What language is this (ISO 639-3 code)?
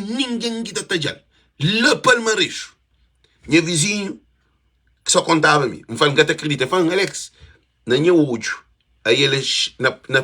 kea